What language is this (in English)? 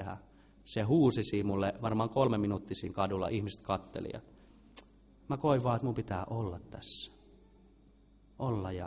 Finnish